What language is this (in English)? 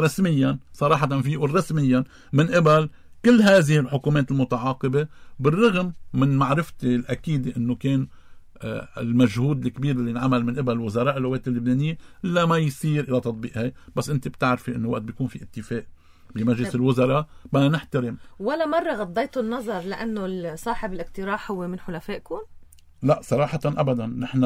North Levantine Arabic